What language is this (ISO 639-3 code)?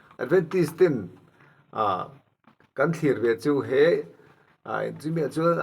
lus